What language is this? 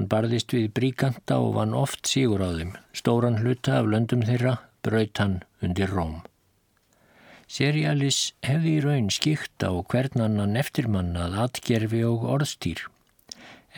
Icelandic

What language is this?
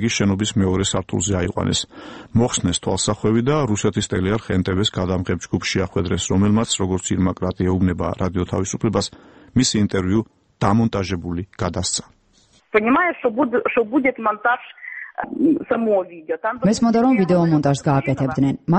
Georgian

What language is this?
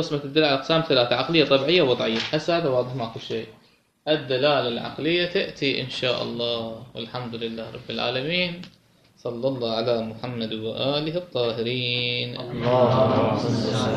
Mesopotamian Arabic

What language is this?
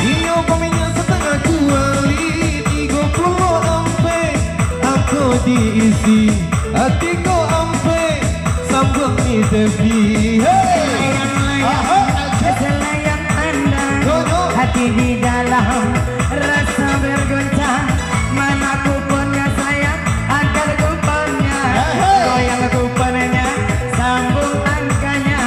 Minangkabau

